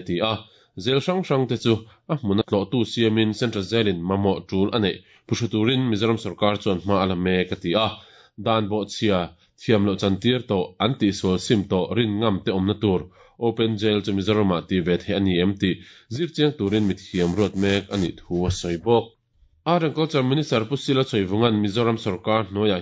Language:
Mizo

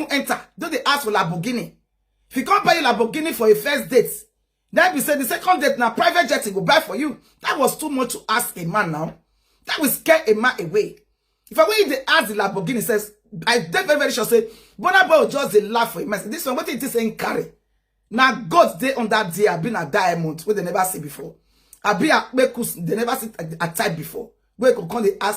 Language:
Nigerian Pidgin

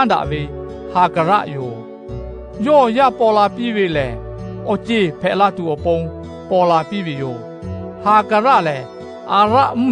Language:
Lahu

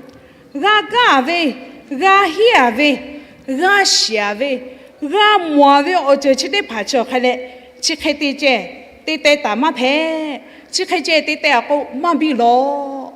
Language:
Lahu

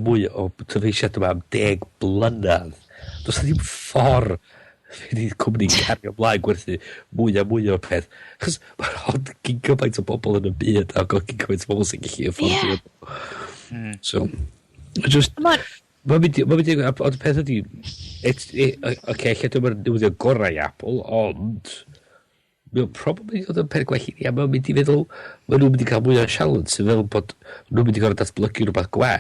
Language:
Welsh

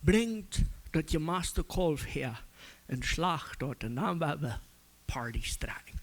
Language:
Plautdietsch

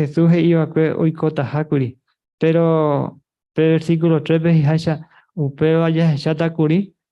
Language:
Guarani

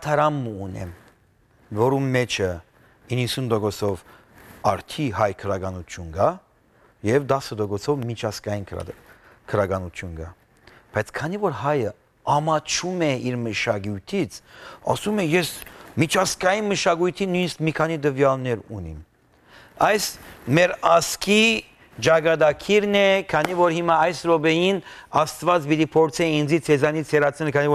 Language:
Western Armenian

